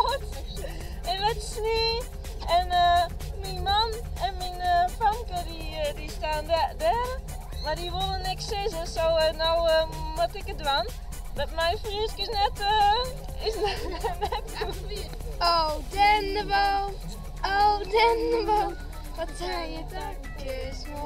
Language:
Western Frisian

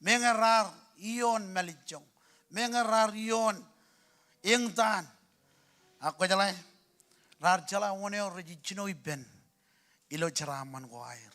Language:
Marshallese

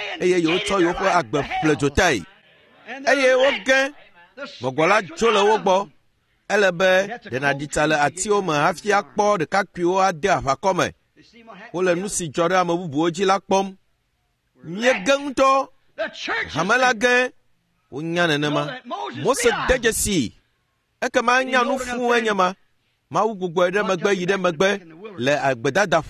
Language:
Ewe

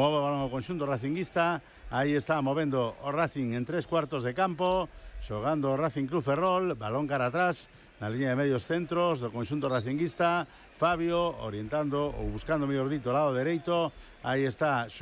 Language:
Galician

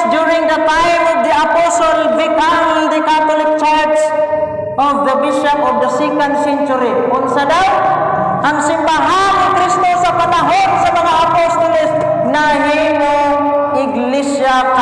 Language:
Cebuano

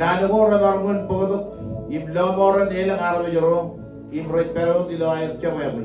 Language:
Marshallese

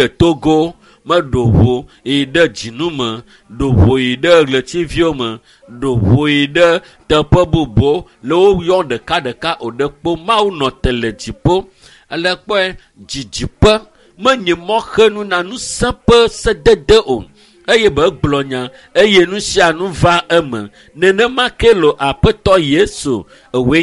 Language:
Ewe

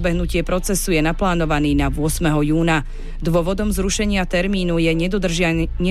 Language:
Slovak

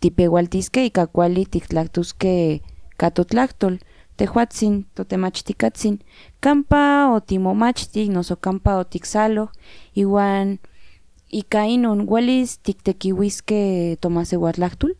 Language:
Central Nahuatl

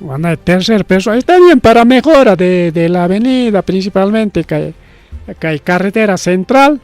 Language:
Ayacucho Quechua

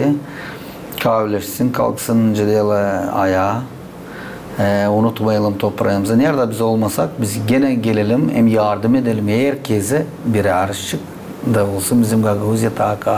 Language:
Gagauz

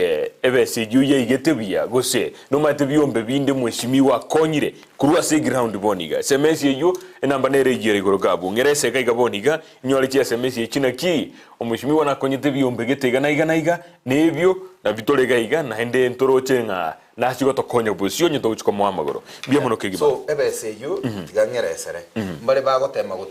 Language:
Gusii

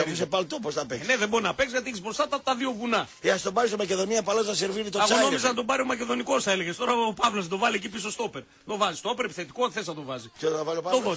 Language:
Greek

